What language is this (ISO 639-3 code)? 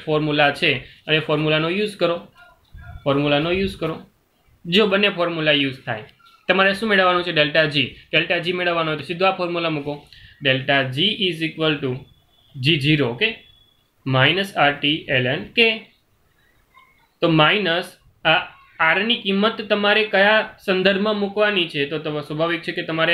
guj